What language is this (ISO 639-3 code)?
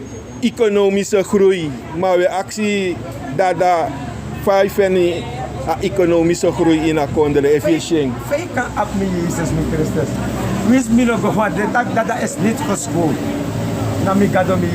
srn